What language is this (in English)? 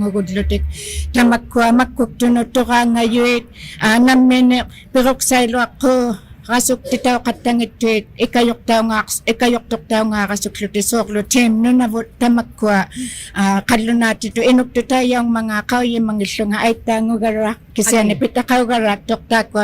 Inuktitut